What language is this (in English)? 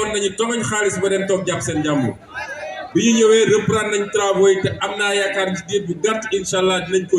Wolof